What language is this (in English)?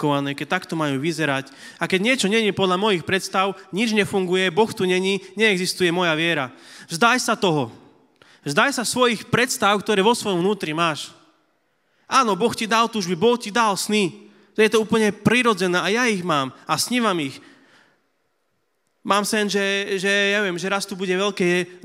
Slovak